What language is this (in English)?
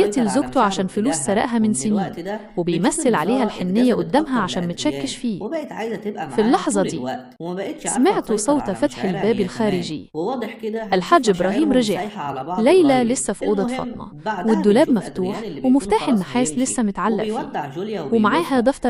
Egyptian Arabic